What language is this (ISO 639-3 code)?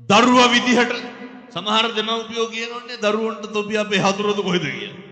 sin